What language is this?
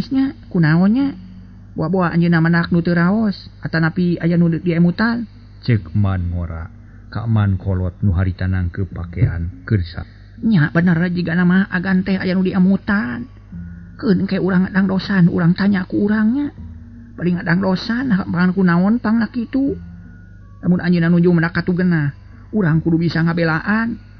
Sundanese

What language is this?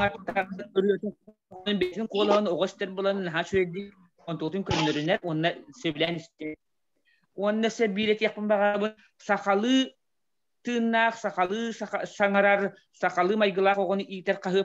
Yakut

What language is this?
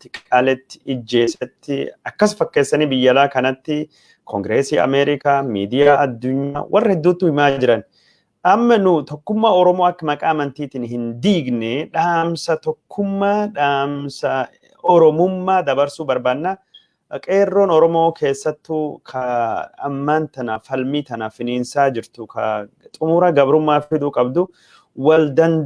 Oromo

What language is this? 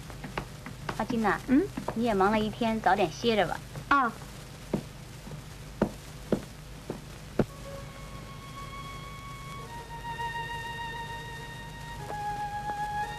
Chinese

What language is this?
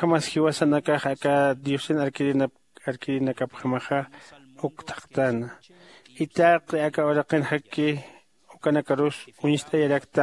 Aymara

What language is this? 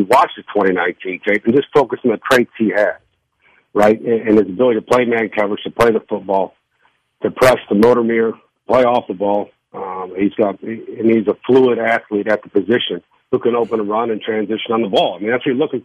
English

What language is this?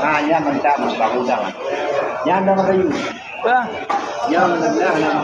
Achinese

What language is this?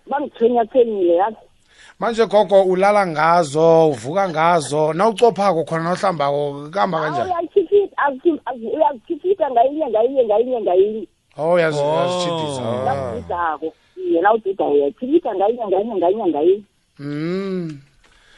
South Ndebele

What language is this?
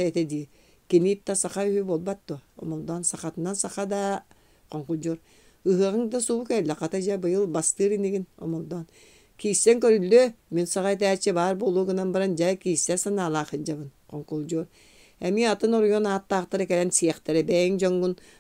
Yakut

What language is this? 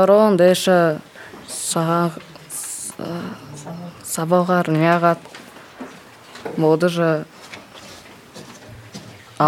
Buriat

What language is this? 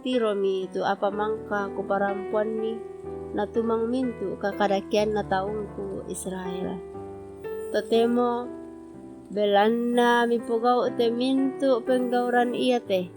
Toraja-Sa'dan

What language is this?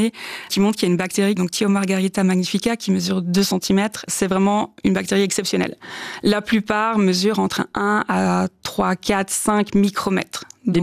French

